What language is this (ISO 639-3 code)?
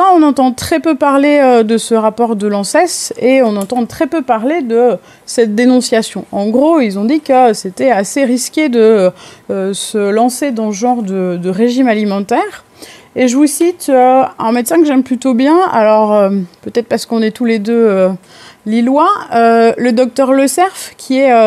fra